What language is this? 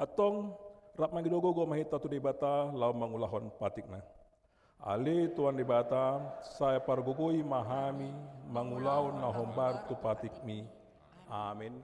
Batak Toba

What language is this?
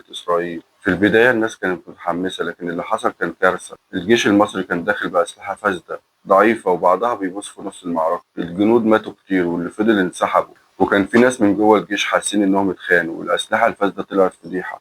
Egyptian Arabic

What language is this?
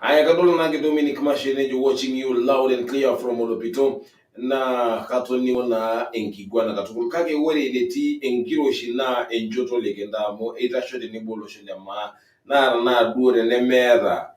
Masai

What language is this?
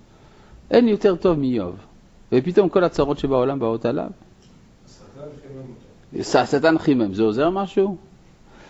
Hebrew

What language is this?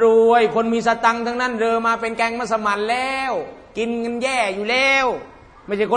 Thai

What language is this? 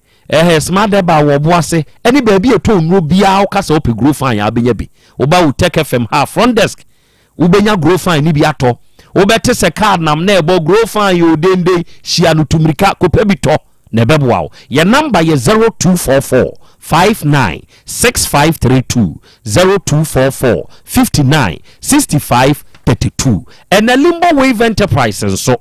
Akan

